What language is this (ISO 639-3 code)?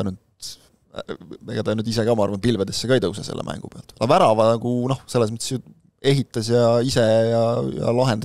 est